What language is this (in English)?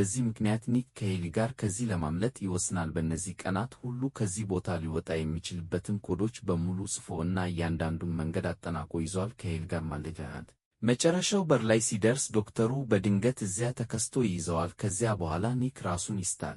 Amharic